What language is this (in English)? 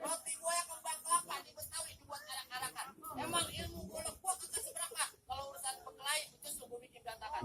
Betawi